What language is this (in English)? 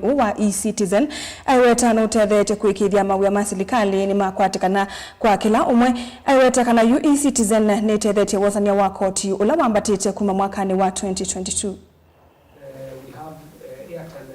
Kamba